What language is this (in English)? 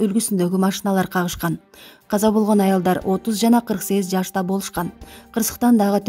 Kyrgyz